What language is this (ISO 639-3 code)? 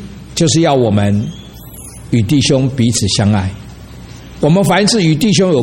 zho